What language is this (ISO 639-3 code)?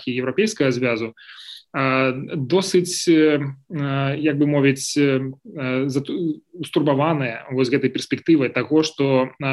bel